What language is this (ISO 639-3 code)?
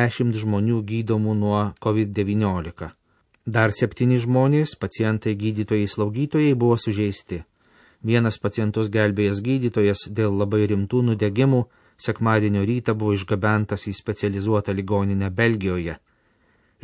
lit